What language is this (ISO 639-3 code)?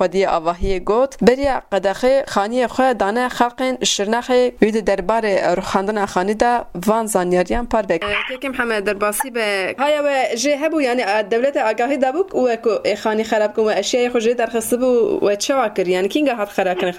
kur